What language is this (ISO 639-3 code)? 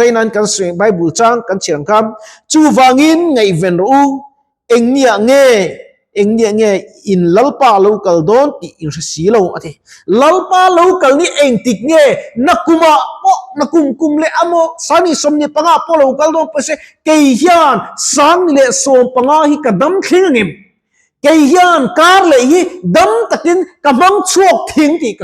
lus